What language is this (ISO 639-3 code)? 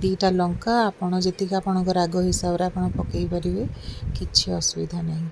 ori